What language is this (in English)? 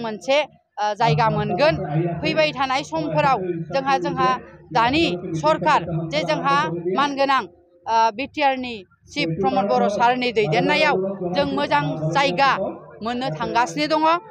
Bodo